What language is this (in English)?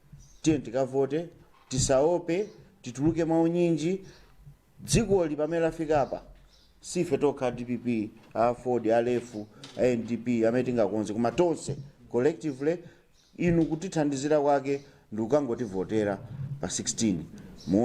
Nyanja